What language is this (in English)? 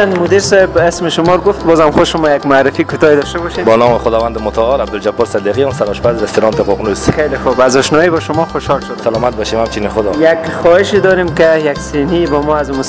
Persian